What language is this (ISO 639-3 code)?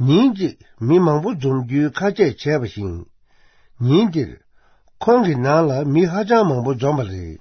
bod